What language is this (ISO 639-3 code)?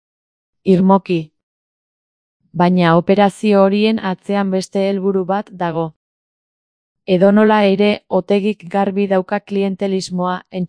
eus